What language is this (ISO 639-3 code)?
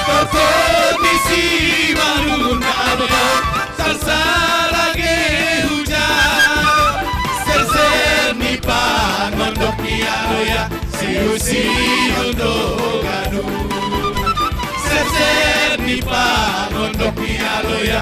bts